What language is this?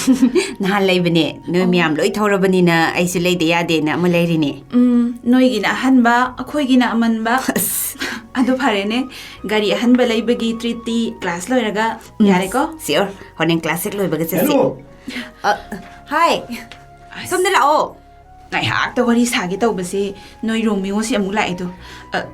Manipuri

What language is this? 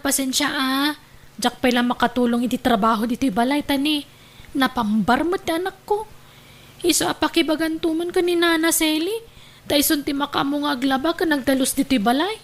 Iloko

